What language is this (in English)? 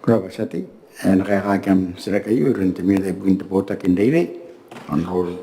Gilbertese